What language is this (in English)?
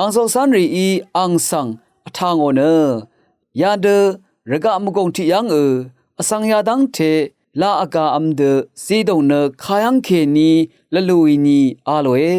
Rawang